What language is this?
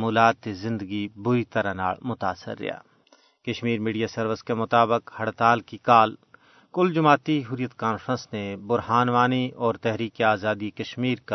Gujari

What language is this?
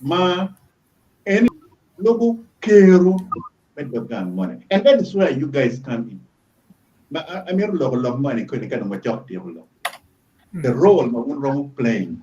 Acoli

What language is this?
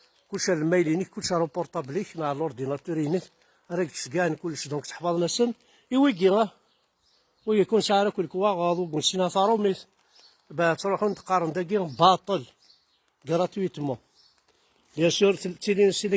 Kabyle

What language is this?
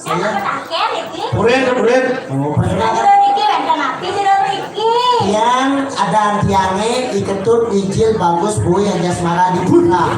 Balinese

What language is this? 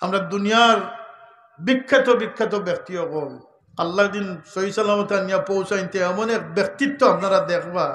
Sylheti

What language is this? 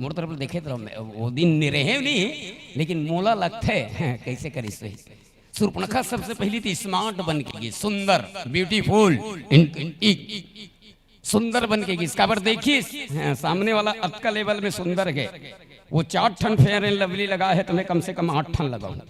Chhattisgarhi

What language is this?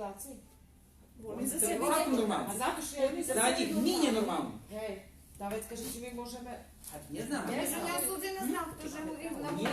Rusyn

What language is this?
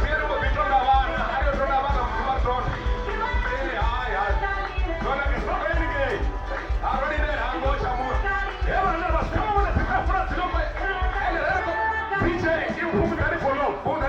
Venda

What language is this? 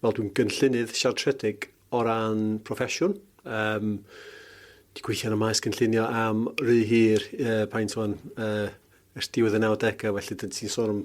Welsh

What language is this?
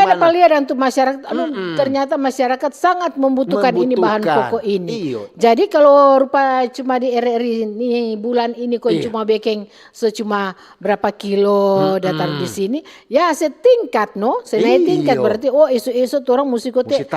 Manado Malay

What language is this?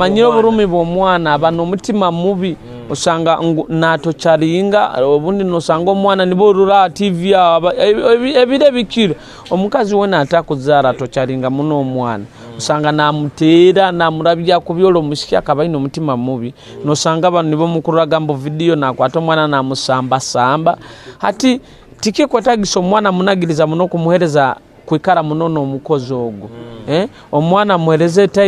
Nyoro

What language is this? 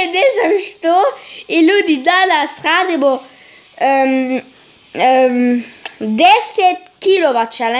Croatian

